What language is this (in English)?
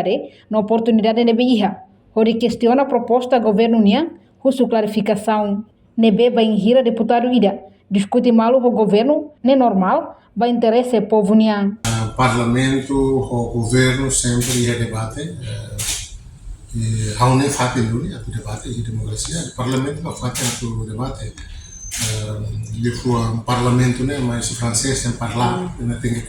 Tetum